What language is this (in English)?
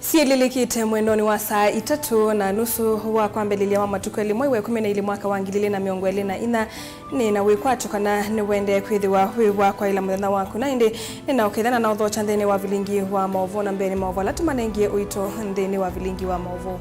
Kamba